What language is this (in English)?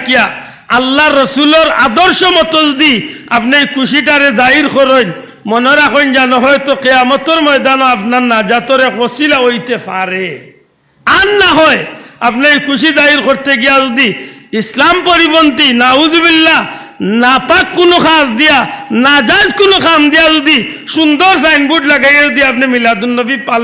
Sylheti